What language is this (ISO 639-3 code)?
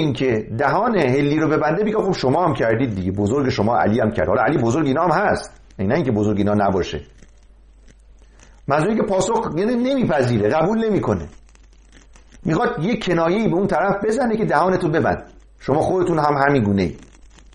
fas